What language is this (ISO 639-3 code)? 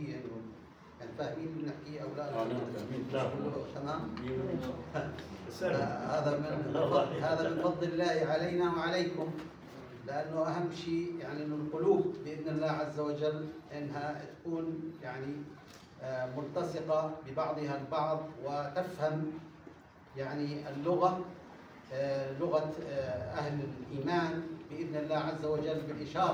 ara